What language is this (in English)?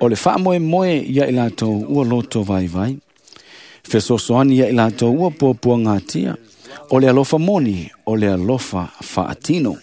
Samoan